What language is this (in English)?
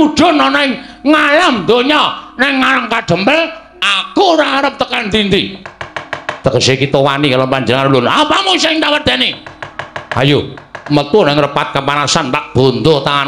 Javanese